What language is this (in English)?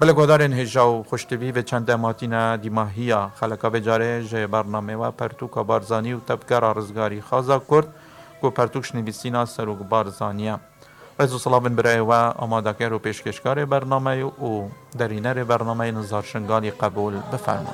Kurdish